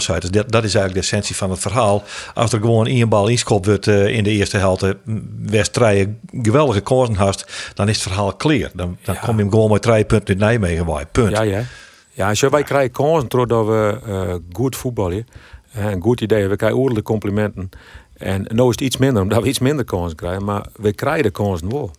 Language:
Western Frisian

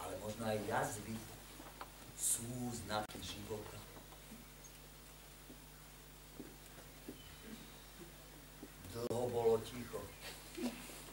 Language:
Slovak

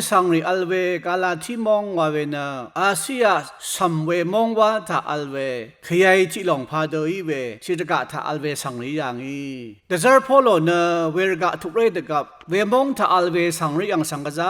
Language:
Rawang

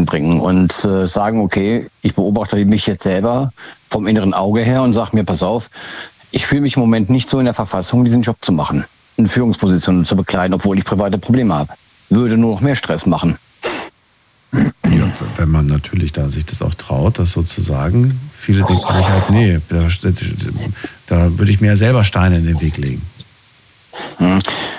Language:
German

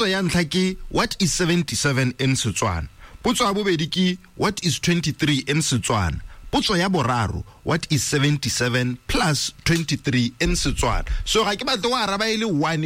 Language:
Tswana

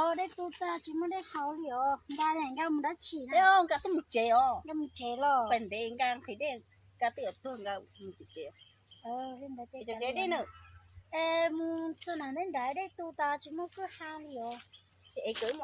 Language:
Hmong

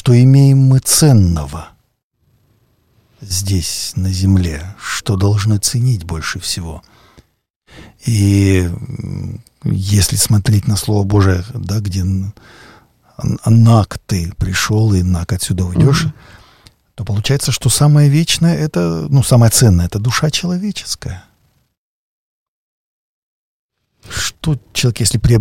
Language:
Russian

